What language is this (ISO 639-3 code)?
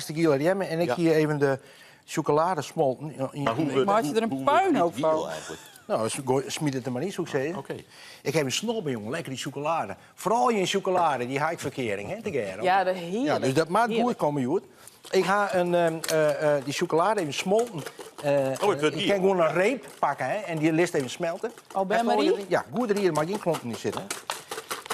fry